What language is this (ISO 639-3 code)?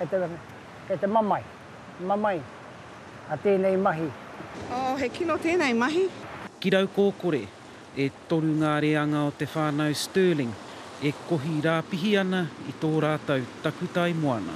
mri